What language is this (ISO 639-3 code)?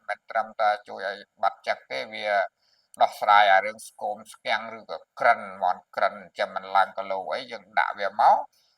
khm